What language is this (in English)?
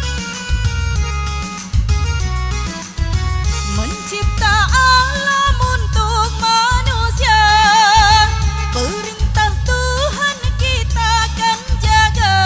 Malay